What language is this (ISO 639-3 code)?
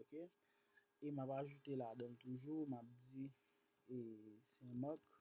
hat